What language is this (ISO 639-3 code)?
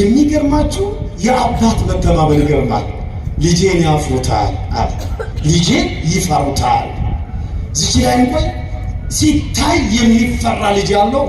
amh